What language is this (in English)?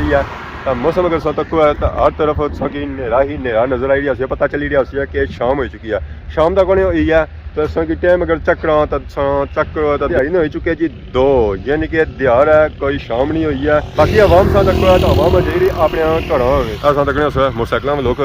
Pahari-Potwari